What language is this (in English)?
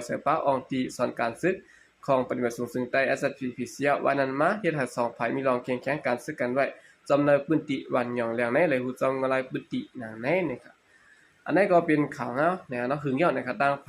Shan